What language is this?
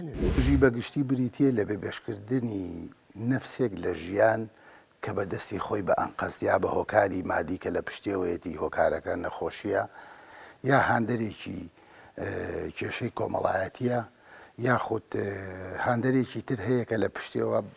Central Kurdish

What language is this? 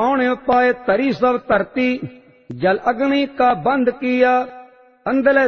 Punjabi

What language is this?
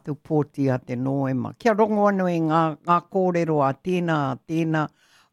Māori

